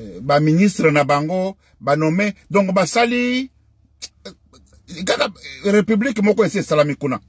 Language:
Lingala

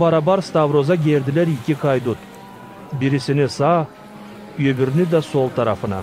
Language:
Gagauz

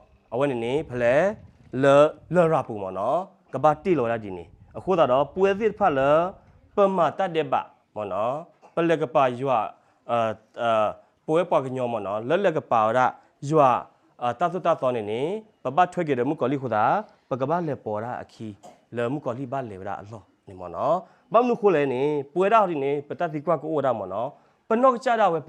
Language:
S'gaw Karen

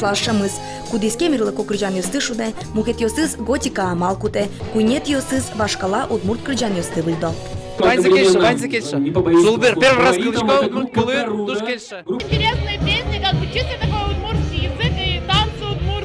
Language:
Udmurt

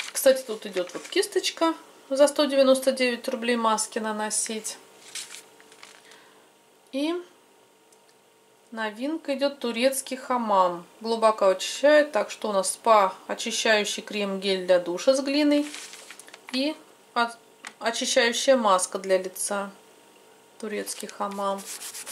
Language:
Russian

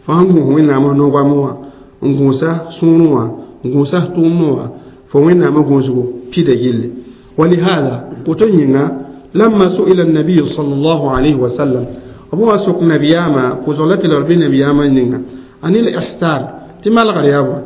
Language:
Mossi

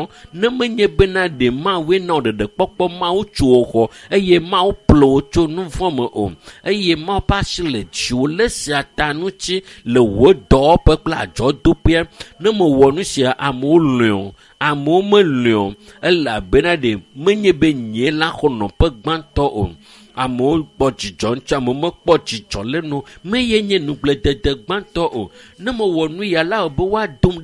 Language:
Ewe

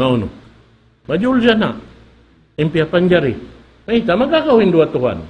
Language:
Tausug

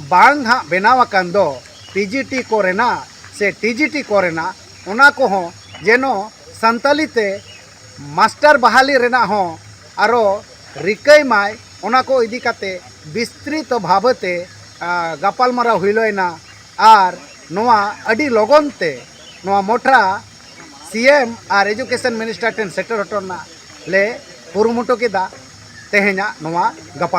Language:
Santali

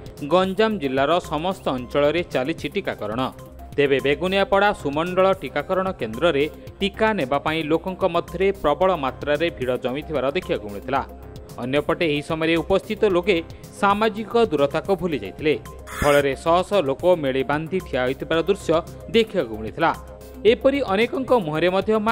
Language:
Odia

